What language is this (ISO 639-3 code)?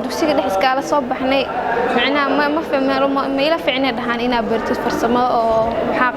som